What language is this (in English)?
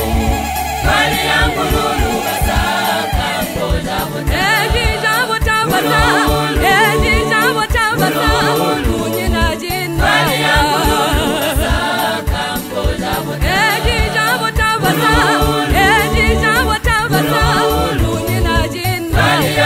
Swahili